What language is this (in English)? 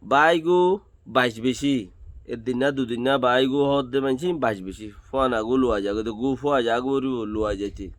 Rohingya